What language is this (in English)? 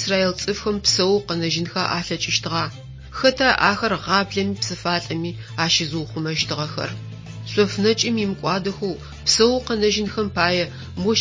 Adyghe